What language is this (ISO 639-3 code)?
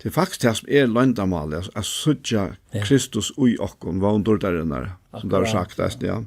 fao